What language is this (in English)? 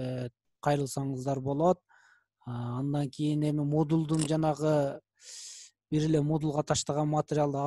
Kyrgyz